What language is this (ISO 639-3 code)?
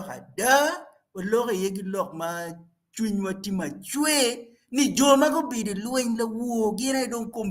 ach